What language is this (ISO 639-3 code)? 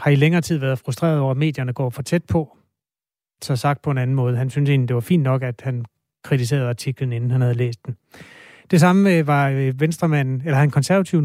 dan